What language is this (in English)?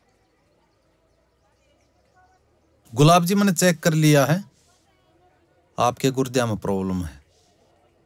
Hindi